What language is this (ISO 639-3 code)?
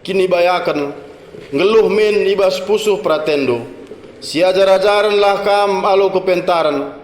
btx